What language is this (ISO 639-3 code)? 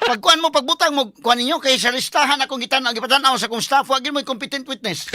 ceb